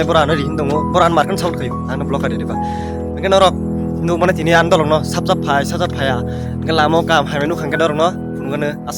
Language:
Kok Borok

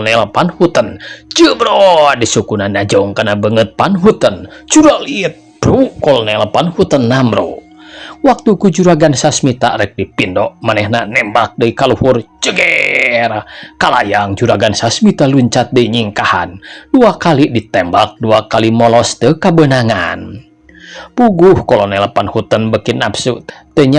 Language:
Sundanese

